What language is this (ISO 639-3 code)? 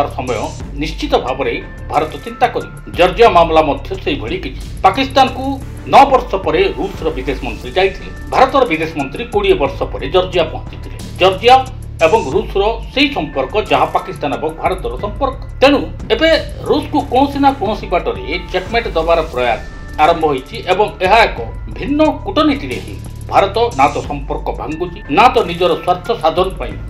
ori